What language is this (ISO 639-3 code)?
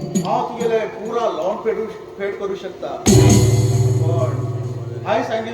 kok